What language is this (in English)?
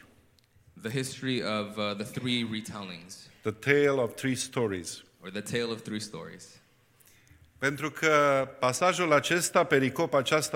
Romanian